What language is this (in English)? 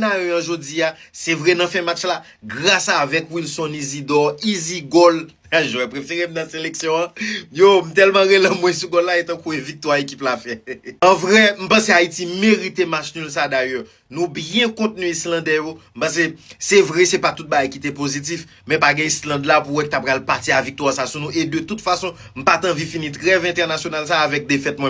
Haitian Creole